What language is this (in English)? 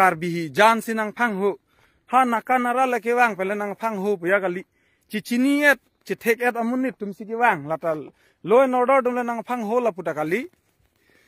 Karbi